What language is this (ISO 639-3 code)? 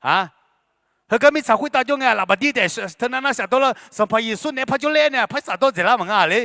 ahk